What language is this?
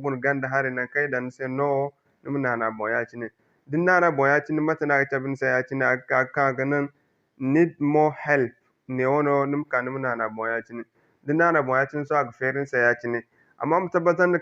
Zarma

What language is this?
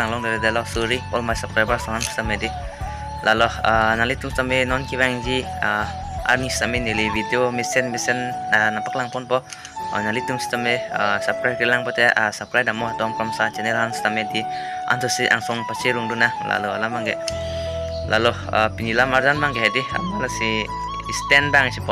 Karbi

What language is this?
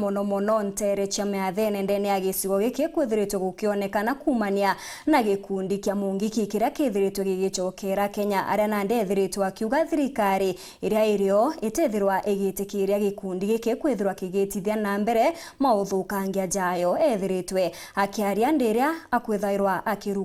Meru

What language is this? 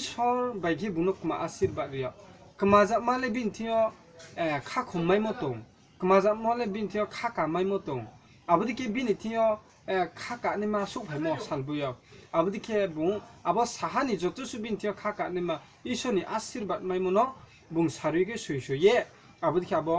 Riang (India)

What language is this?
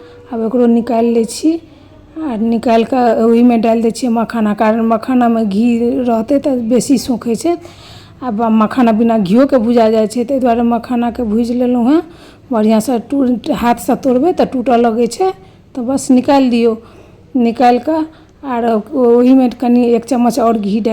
Maithili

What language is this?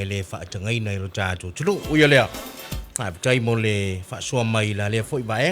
Samoan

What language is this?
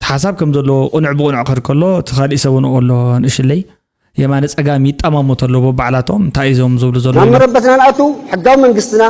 Tigrinya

